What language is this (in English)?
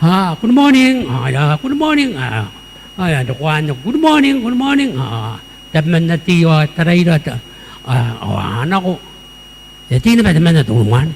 Gilbertese